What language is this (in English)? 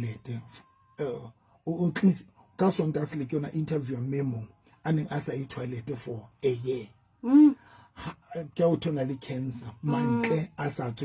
Southern Sotho